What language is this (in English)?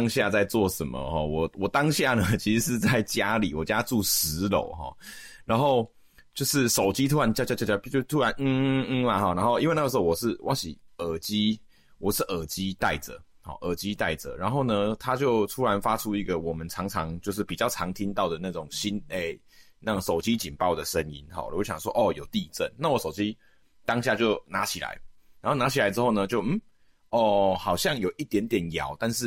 Min Nan Chinese